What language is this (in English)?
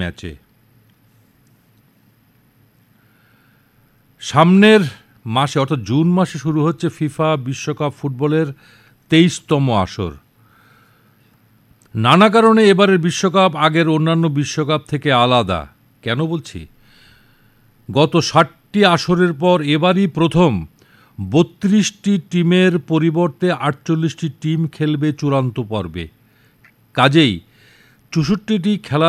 Bangla